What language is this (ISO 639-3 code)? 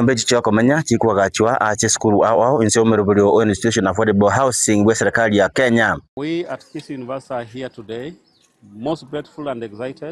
guz